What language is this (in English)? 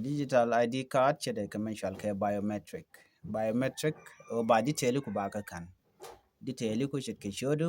Nuer